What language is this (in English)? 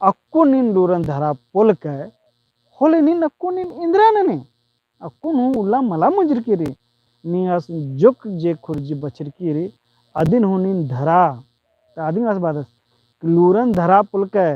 Kurukh